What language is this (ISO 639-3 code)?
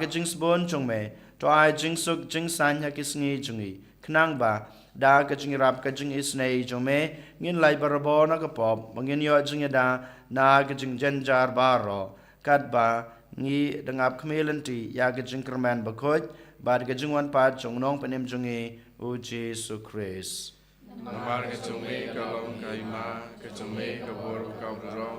kha